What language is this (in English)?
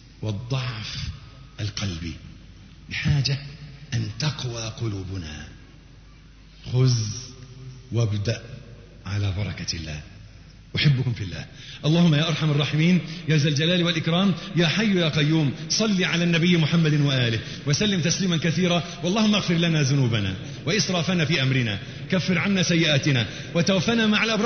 Arabic